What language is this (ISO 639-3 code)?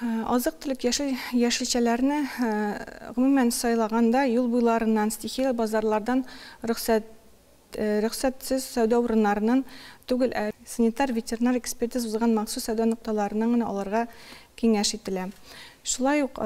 tat